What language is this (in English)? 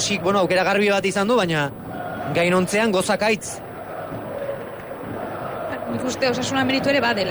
Basque